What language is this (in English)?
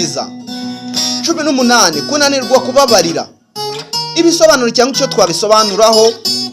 Kinyarwanda